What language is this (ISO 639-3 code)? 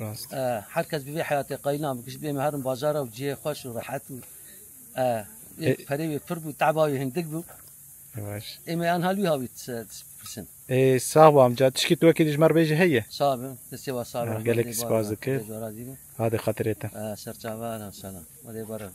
kur